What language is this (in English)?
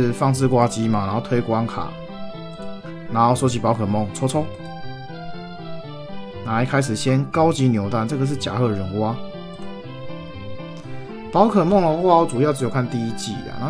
Chinese